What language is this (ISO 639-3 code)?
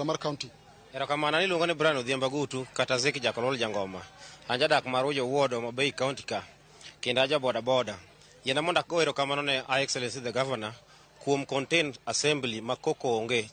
luo